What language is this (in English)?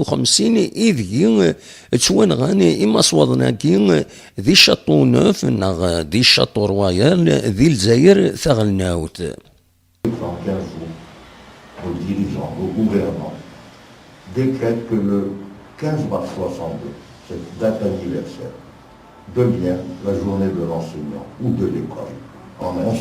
Kabyle